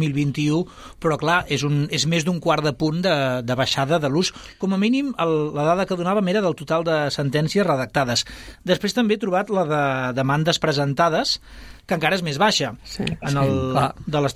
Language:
Catalan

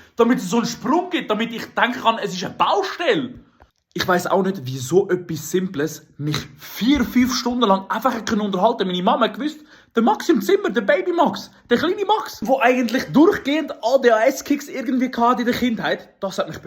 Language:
Swiss German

